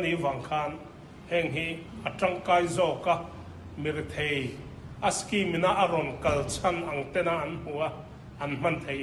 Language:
Mizo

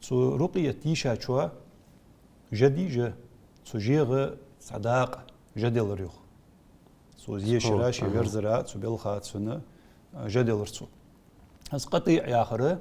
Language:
Ingush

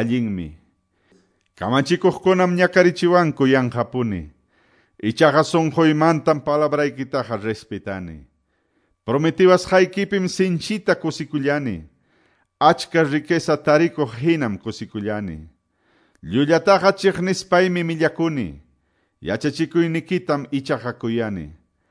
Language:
Quechua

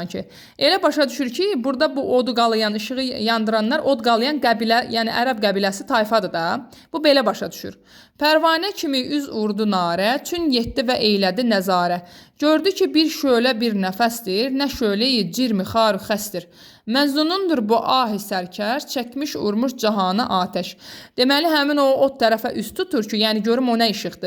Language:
Azerbaijani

